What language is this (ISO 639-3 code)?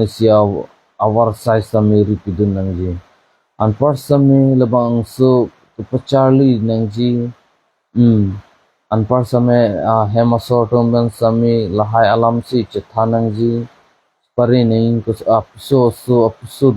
mjw